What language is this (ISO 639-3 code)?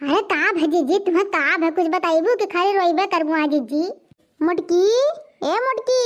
awa